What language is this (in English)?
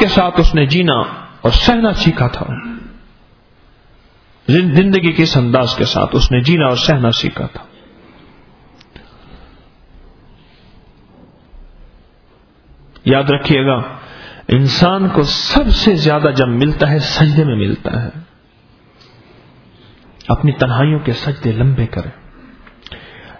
Urdu